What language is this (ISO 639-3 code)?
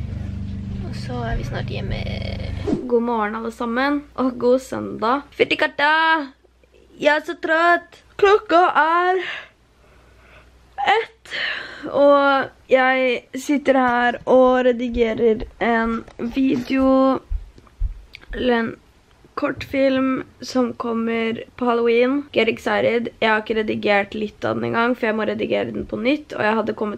nor